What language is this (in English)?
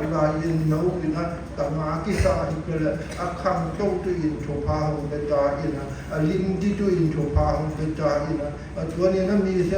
Siyin Chin